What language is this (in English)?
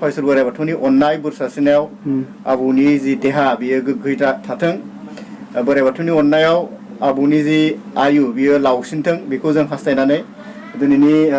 Bodo